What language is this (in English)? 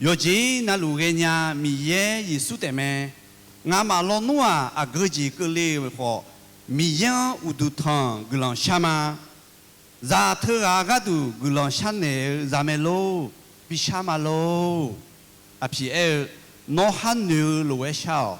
Akha